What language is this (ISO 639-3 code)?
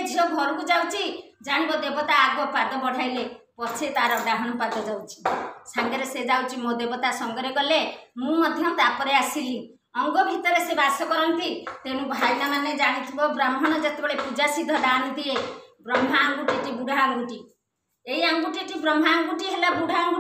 ori